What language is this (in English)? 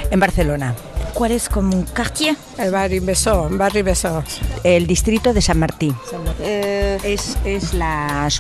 French